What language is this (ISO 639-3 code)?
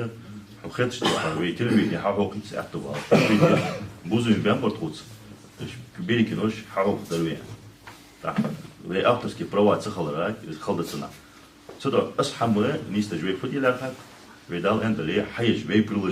inh